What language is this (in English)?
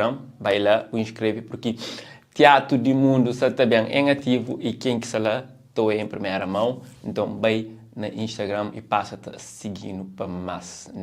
Kabuverdianu